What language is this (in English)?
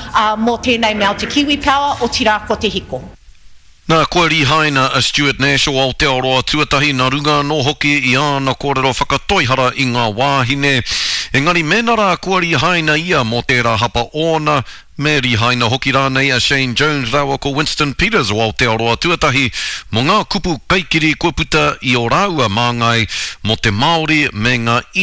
Māori